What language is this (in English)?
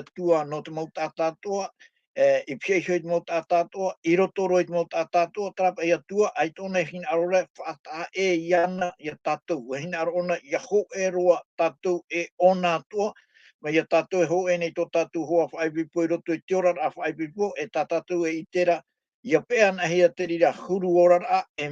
Tahitian